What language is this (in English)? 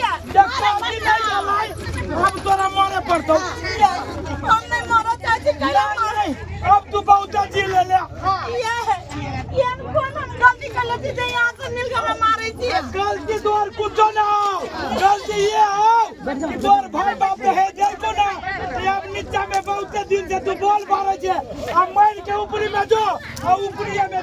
Maithili